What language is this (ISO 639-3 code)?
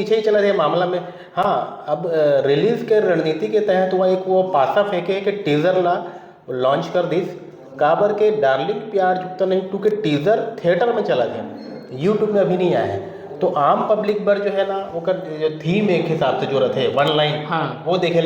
hne